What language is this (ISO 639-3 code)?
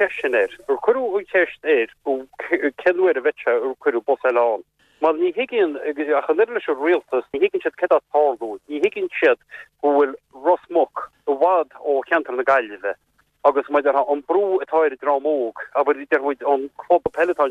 gle